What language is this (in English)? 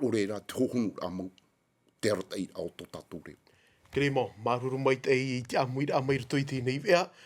Tahitian